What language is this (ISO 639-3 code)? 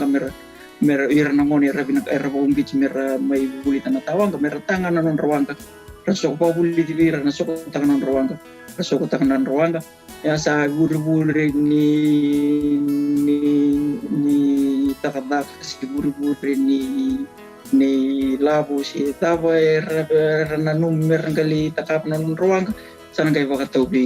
fij